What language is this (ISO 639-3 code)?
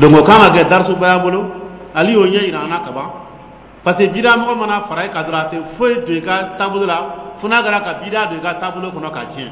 dyu